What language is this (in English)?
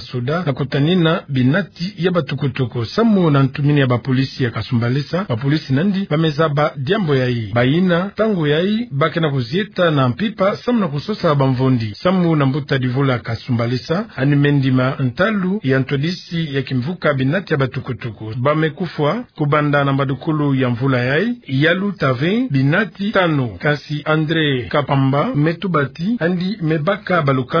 Kituba (Democratic Republic of Congo)